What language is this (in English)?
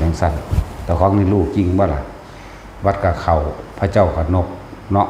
Northeastern Thai